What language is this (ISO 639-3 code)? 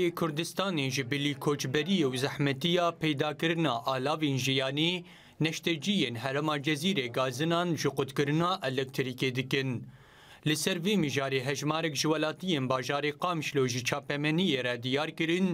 kur